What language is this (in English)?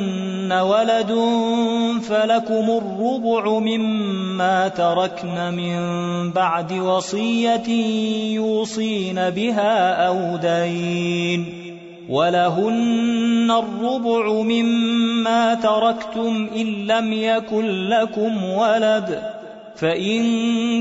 Arabic